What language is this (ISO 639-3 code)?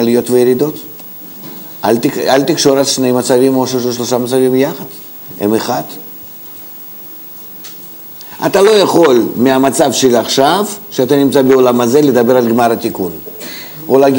heb